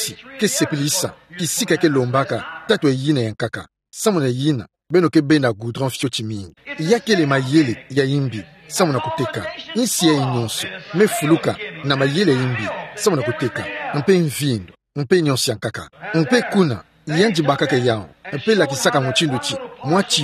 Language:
Kituba (Democratic Republic of Congo)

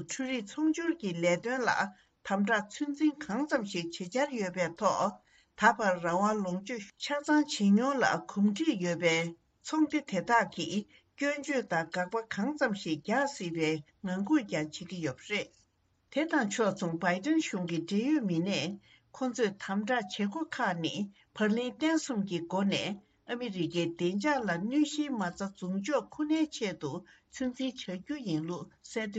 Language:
Tibetan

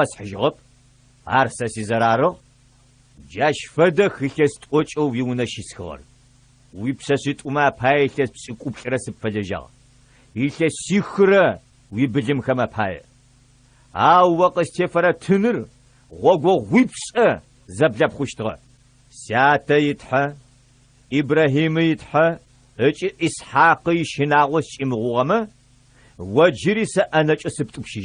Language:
Adyghe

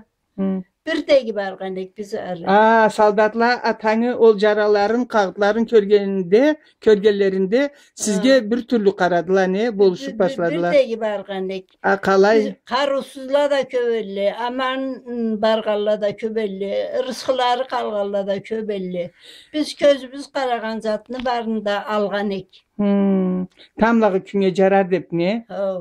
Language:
Karachay-Balkar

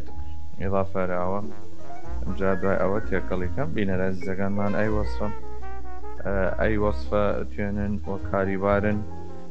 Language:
Southern Kurdish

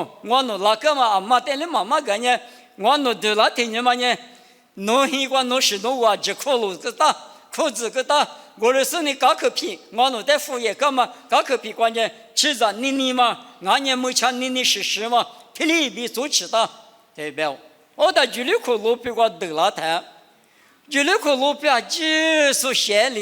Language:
Lisu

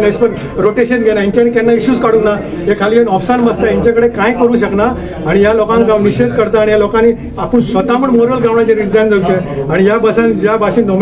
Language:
Konkani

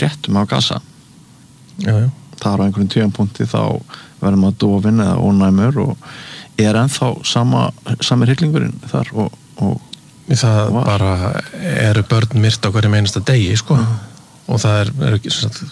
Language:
Icelandic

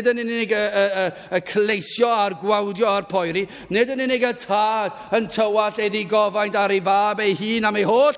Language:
Welsh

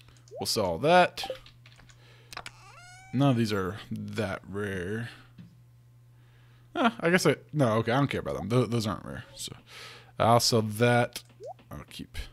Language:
English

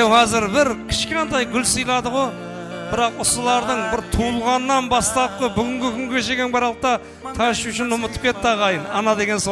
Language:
Kara-Kalpak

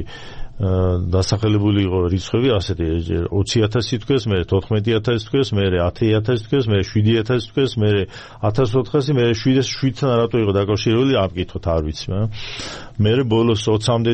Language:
Georgian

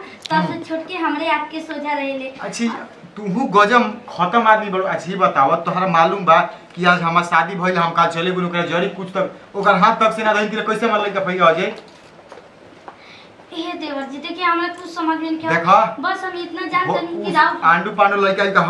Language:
Bhojpuri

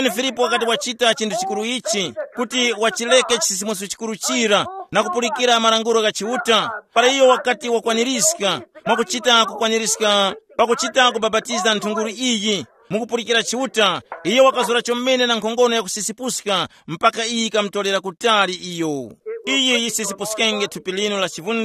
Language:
Tumbuka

